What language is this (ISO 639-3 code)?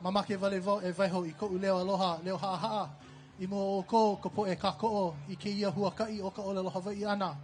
haw